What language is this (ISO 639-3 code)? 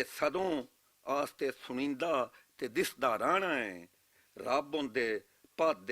lah